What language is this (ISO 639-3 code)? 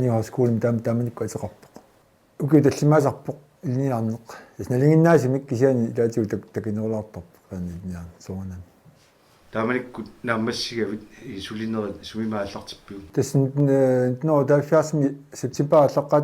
kal